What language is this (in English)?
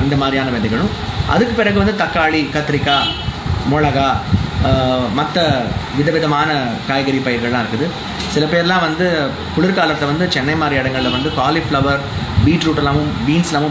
Tamil